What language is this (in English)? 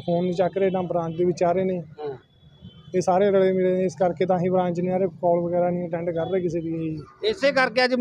Punjabi